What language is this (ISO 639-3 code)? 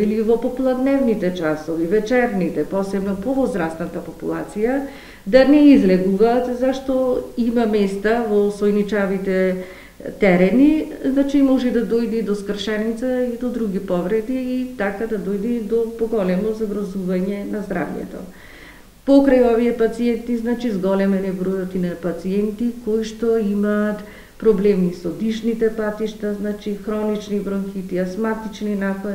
mkd